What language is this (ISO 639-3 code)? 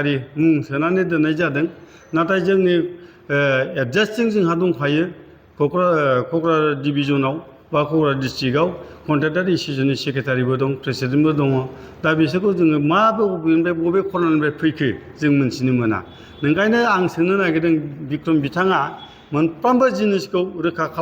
brx